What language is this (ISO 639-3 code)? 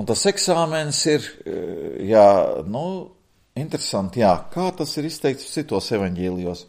lav